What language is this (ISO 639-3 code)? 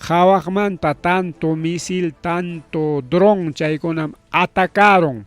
quy